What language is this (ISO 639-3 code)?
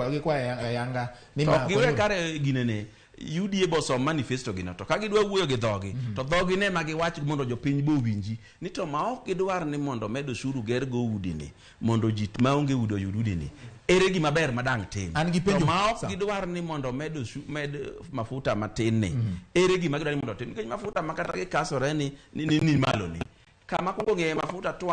luo